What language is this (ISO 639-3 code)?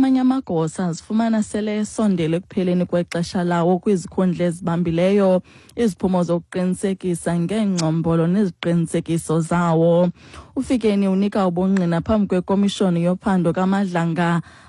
xho